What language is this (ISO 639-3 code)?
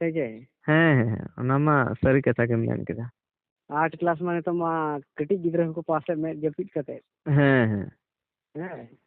sat